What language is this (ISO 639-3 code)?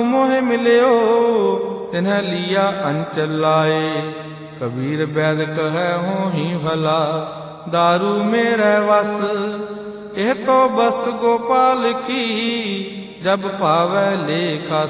pan